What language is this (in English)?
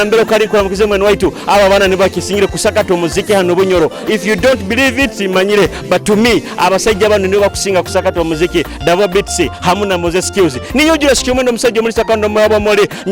Nyoro